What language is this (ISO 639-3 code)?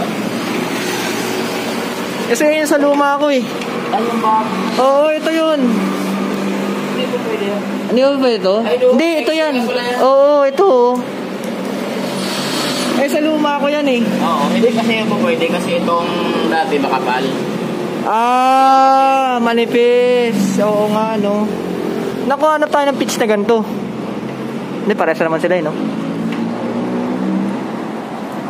fil